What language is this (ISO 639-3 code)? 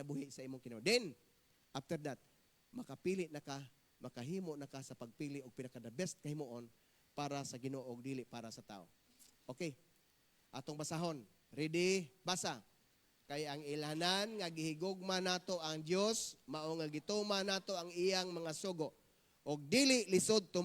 ceb